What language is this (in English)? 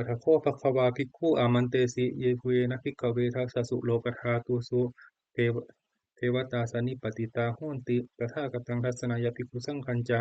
Pali